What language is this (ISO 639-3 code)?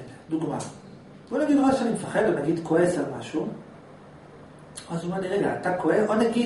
heb